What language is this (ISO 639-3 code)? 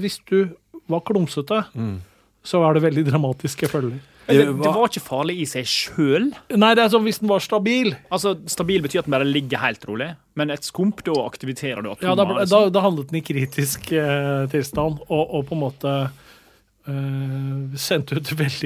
nor